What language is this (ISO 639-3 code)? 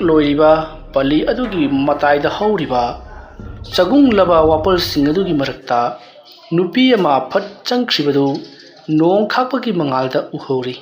mni